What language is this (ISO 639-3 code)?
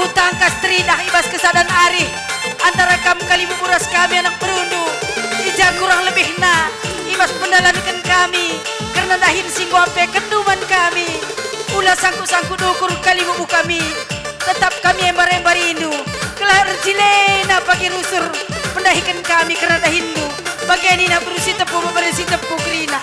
btx